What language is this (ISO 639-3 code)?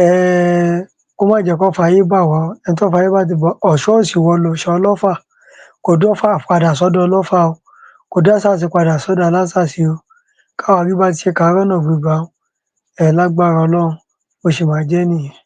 yor